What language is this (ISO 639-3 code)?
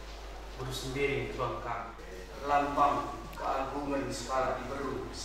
btx